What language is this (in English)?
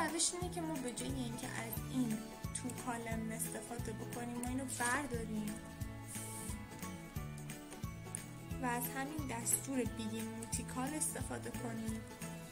Persian